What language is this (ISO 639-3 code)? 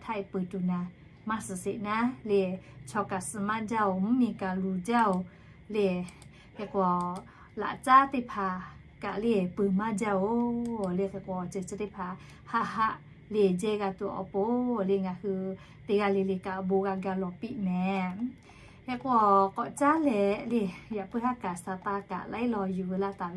lhu